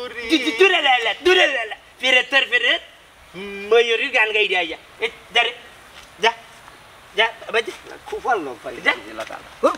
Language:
Sylheti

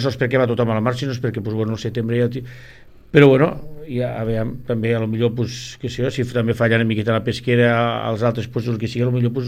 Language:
Catalan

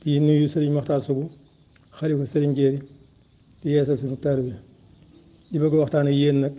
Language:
Wolof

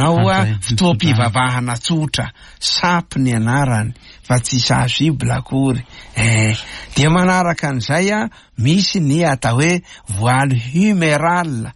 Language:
Malagasy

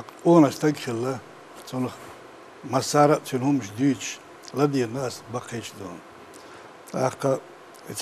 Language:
Chechen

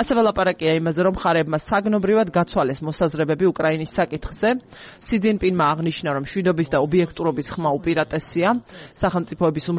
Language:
Georgian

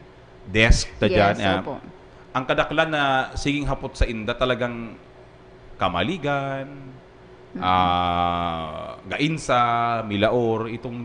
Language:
Bikol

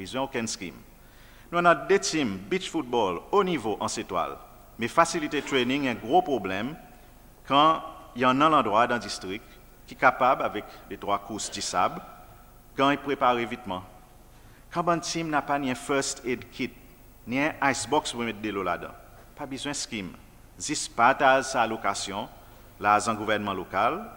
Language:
Seselwa Creole French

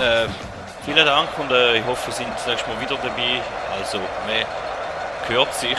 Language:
Swiss German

